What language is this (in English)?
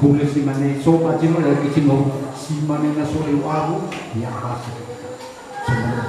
Nias